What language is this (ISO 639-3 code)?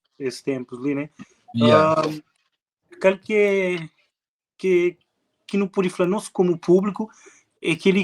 kea